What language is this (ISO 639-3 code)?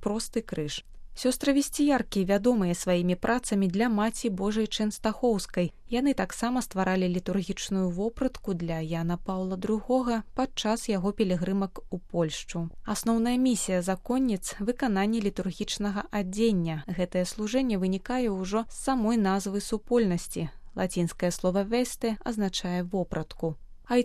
bel